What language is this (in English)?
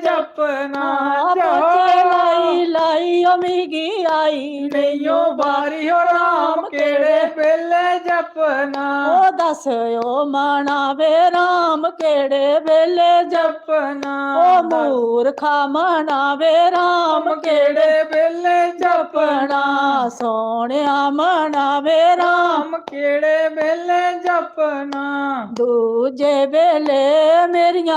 Dogri